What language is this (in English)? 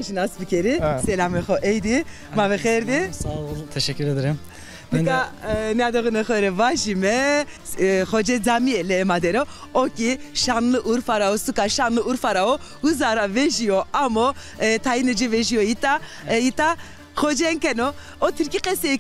Zaza